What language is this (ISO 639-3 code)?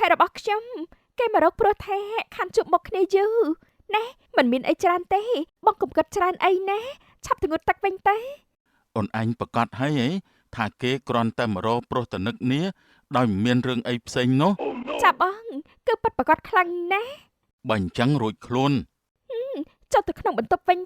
khm